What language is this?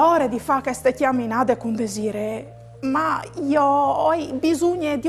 Friulian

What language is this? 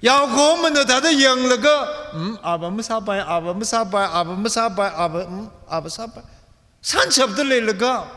Tangkhul Naga (India)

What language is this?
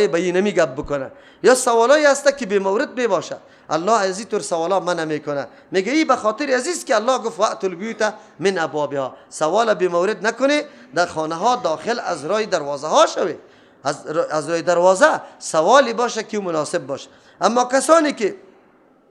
Persian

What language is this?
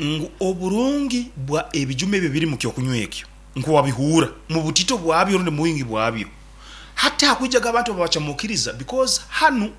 Nyoro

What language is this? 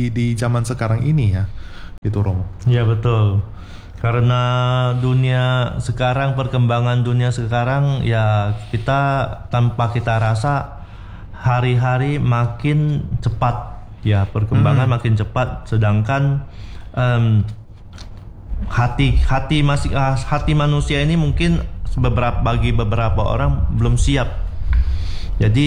Indonesian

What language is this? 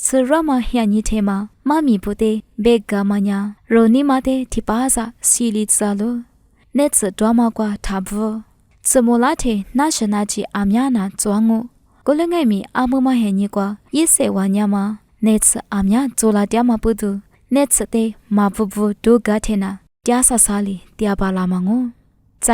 Lisu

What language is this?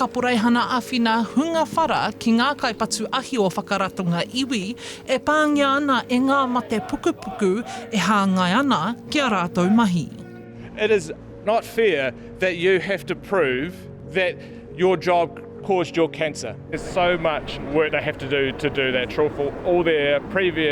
Māori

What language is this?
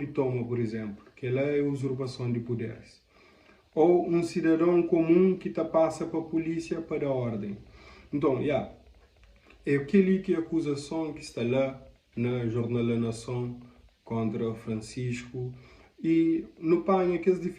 Kabuverdianu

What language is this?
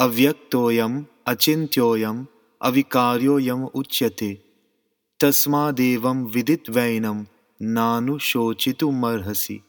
Sanskrit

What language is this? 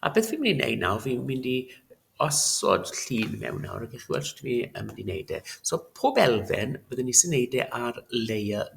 Welsh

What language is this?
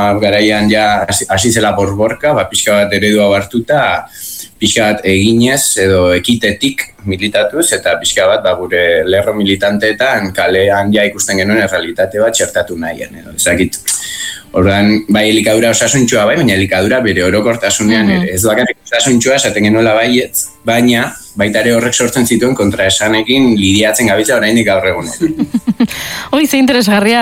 Basque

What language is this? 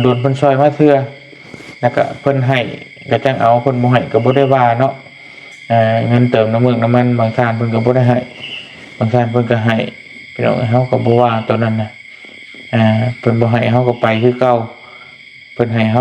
Lao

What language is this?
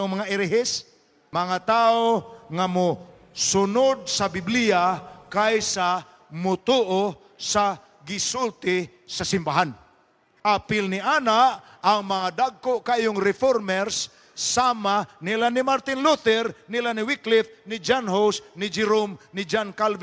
Cebuano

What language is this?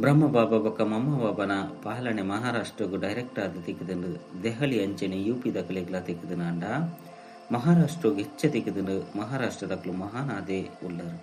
Tulu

